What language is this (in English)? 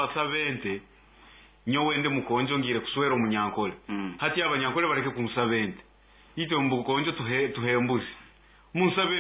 Nyankole